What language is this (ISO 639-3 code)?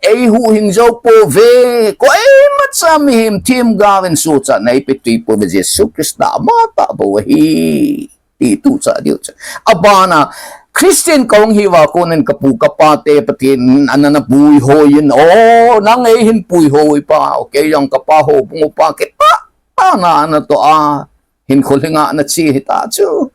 tcz